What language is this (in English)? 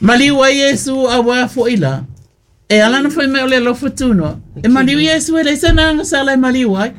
Samoan